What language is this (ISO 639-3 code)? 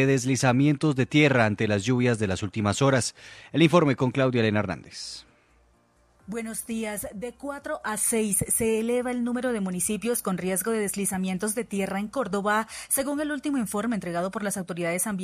spa